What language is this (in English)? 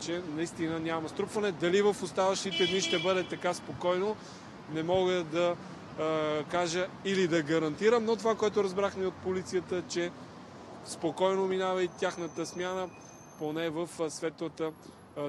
Bulgarian